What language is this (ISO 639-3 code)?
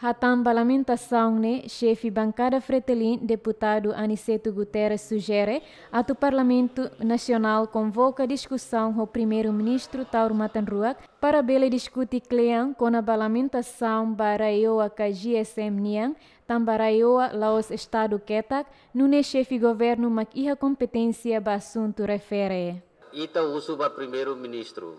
tet